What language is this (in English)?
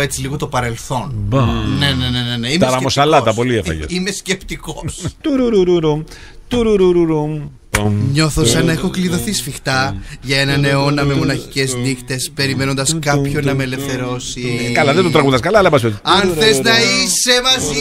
Greek